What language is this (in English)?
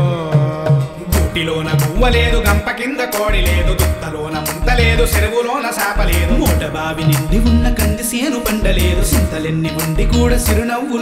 Telugu